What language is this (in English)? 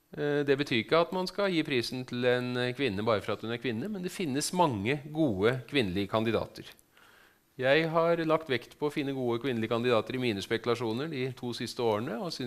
Norwegian